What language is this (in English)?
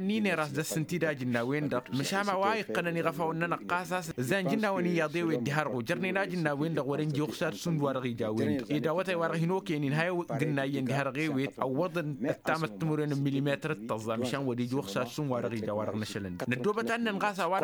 Tamasheq